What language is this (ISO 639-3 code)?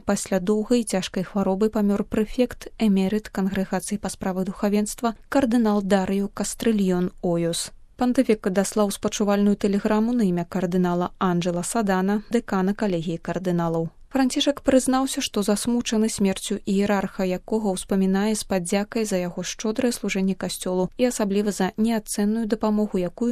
bel